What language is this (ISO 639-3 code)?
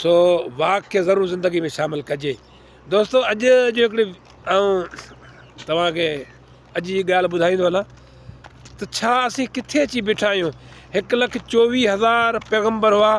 snd